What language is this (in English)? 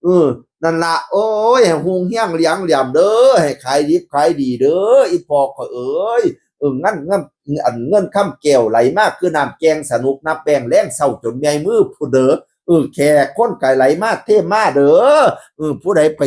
Northeastern Thai